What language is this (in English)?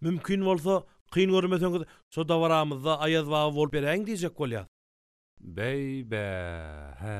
Turkmen